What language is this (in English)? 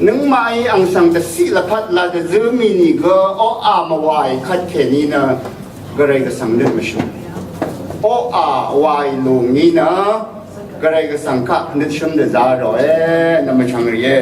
Rawang